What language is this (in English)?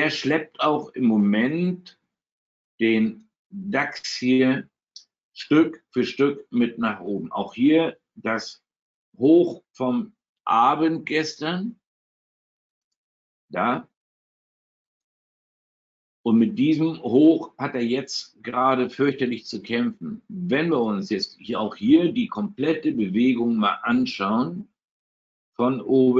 German